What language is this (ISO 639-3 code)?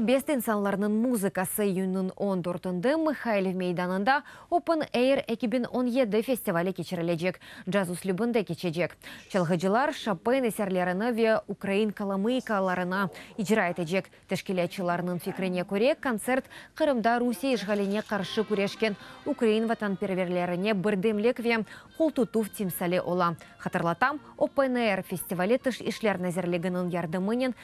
crh